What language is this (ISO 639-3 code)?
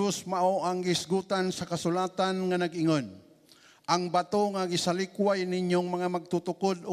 ceb